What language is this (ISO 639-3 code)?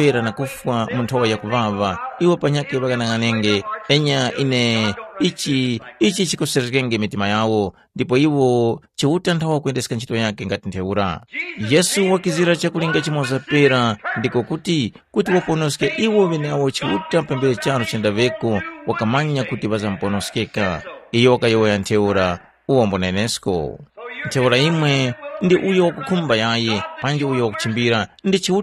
tum